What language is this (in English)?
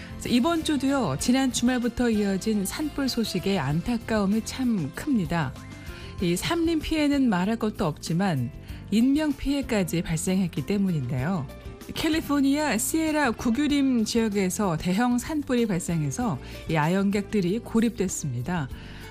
Korean